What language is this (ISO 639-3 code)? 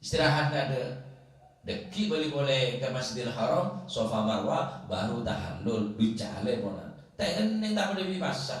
mad